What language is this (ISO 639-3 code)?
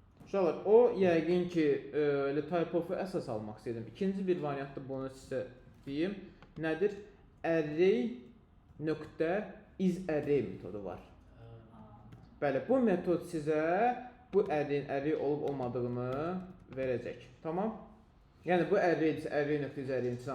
aze